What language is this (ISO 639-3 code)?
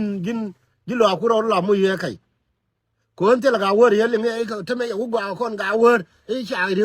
nus